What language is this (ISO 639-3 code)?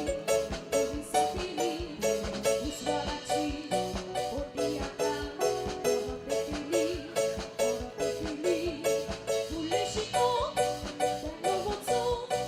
kok